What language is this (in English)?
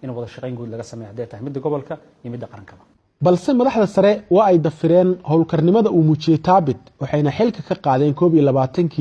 Somali